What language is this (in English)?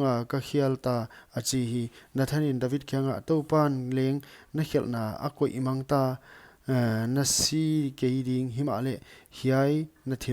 Paite Chin